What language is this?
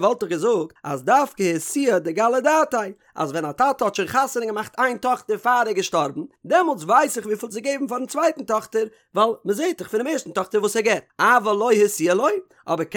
Yiddish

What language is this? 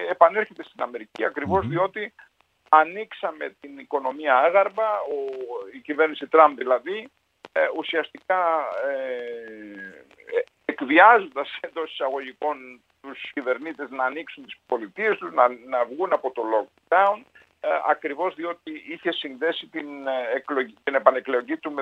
Greek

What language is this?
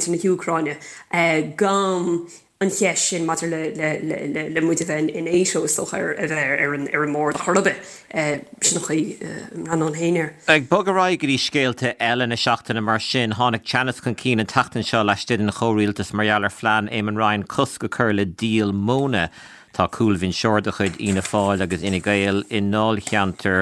Irish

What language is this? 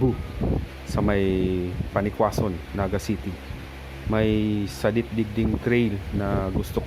Bikol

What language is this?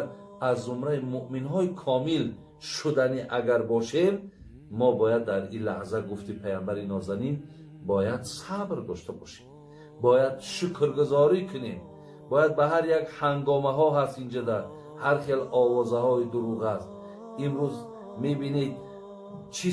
Tajik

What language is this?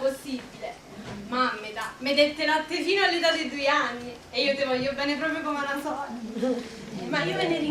Neapolitan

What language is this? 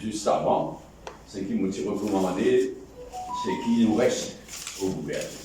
Morisyen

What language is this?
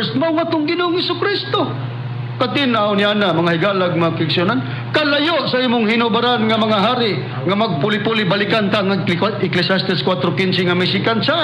Cebuano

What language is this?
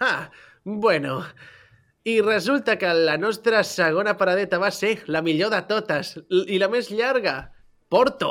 Catalan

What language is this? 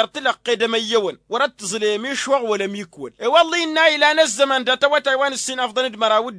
Tamasheq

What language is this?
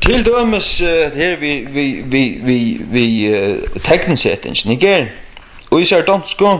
Faroese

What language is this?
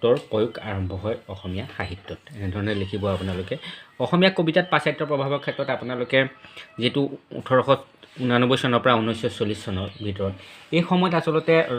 Assamese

